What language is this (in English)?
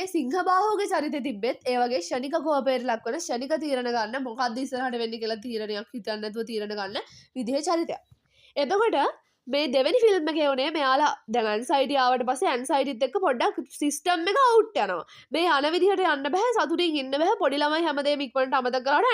Sinhala